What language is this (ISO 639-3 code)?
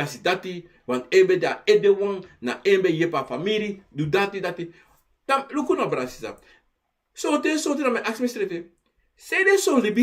srn